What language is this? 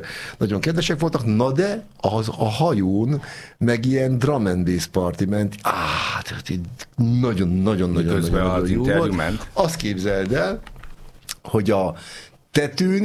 Hungarian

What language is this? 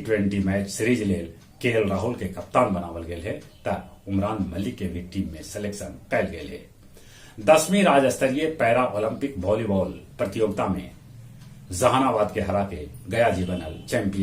Magahi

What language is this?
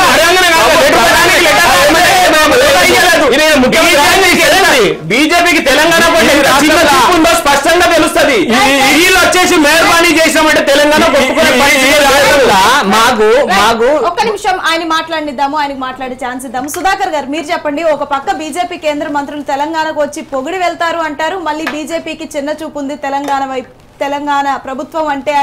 Telugu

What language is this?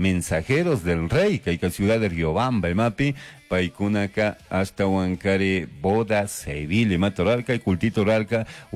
Chimborazo Highland Quichua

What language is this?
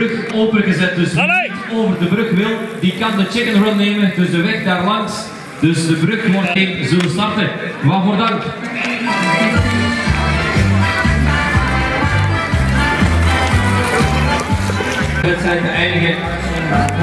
Dutch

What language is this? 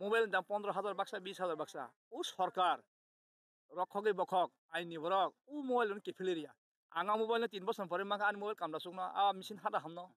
Kok Borok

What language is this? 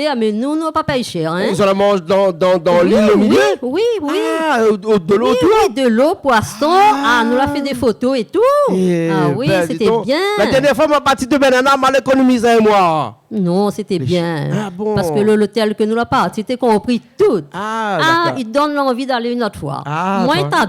Réunion Creole French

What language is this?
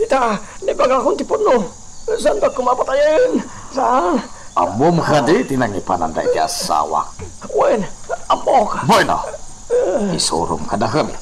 Iloko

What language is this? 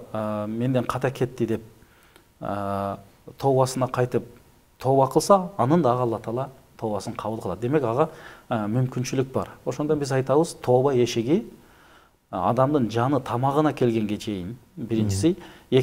Kyrgyz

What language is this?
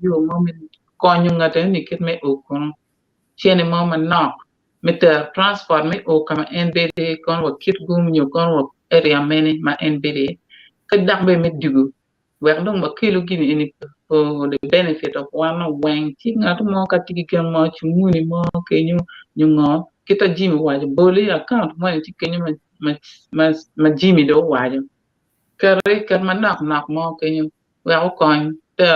Acoli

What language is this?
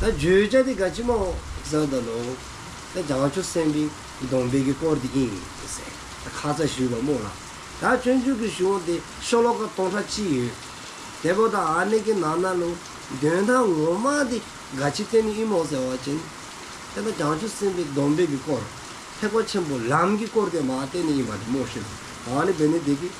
Dzongkha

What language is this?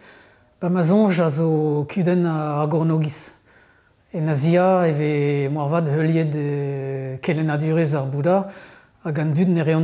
Breton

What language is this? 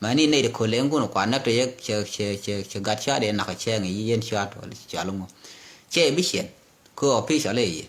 Nuer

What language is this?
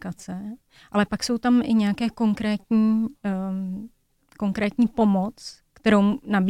Czech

